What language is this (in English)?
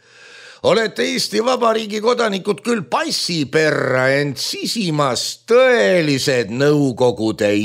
Estonian